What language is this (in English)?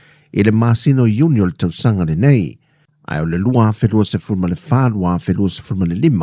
Samoan